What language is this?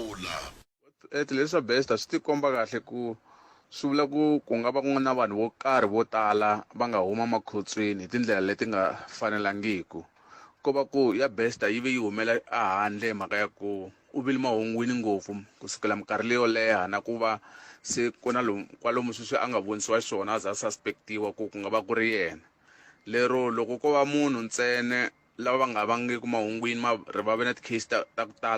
Tsonga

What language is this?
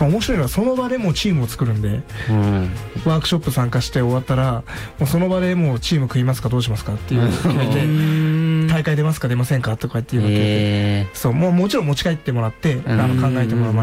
Japanese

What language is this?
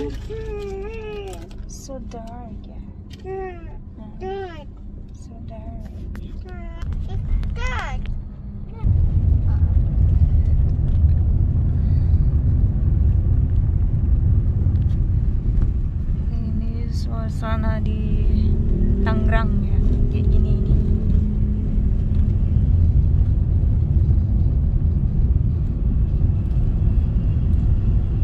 Indonesian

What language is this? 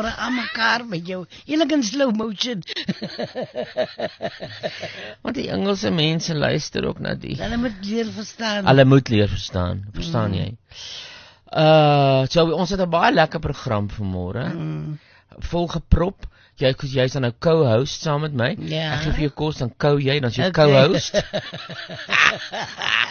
Afrikaans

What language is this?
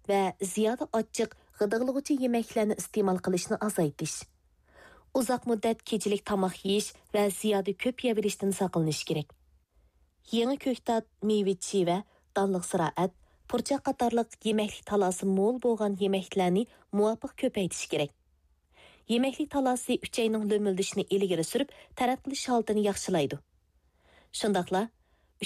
Uyghur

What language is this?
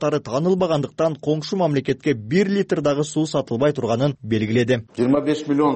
Kyrgyz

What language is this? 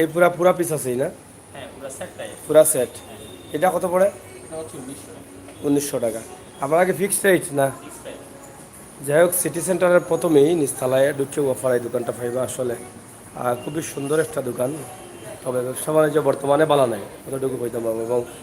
Sylheti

